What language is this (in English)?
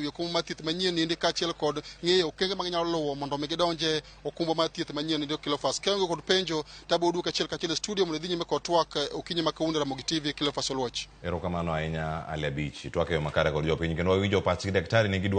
Luo (Kenya and Tanzania)